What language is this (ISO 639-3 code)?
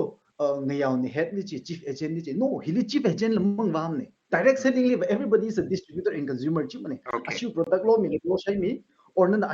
nmf